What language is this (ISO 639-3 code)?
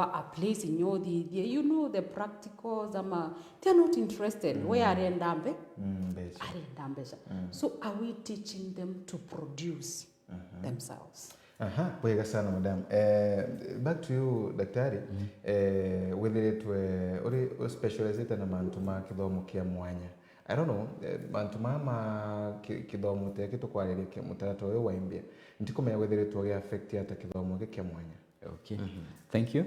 mer